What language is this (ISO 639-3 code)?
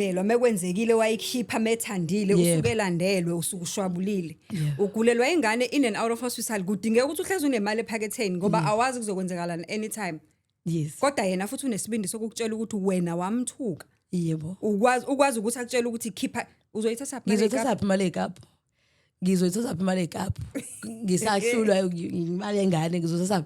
zul